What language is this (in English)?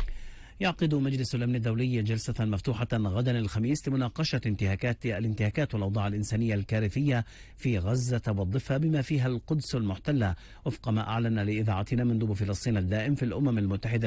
Arabic